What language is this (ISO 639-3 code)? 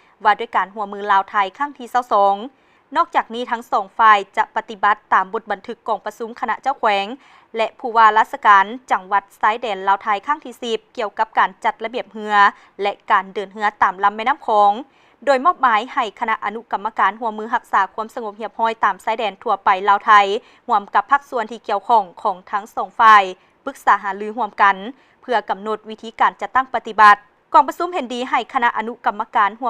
lao